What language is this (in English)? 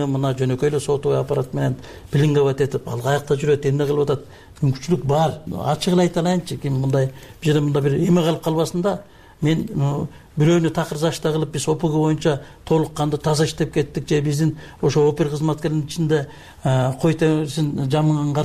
Kyrgyz